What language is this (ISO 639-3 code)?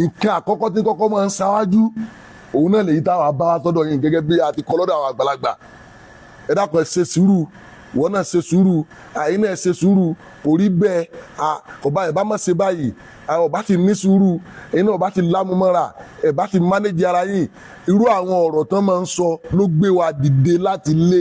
yor